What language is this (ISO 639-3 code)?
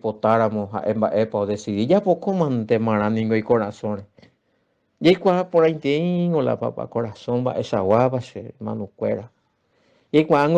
grn